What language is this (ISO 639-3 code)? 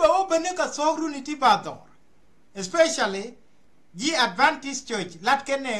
nus